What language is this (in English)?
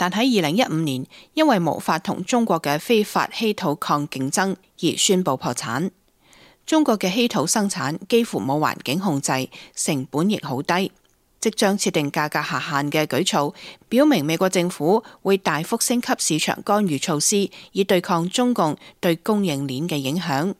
Cantonese